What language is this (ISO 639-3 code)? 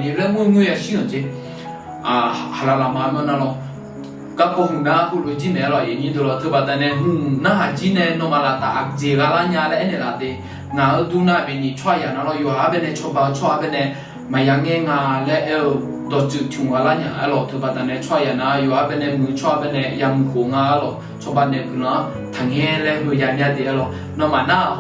ahk